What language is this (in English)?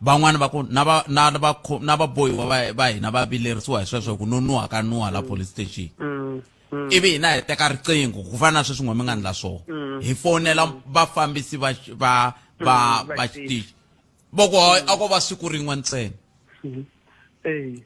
Tsonga